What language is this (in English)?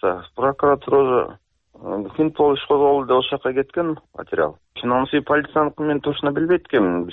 Kyrgyz